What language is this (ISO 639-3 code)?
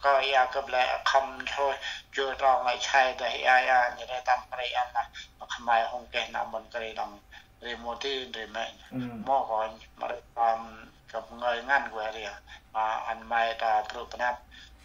cmo